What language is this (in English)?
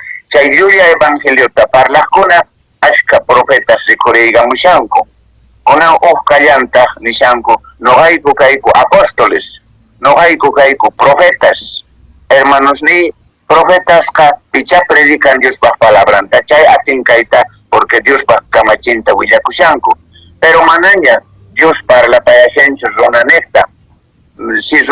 Quechua